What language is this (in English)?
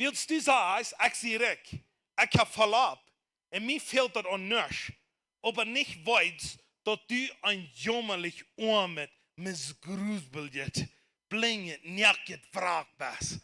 Plautdietsch